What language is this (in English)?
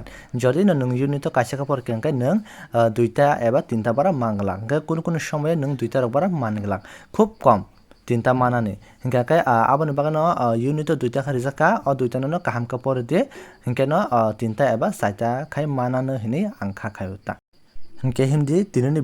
Kok Borok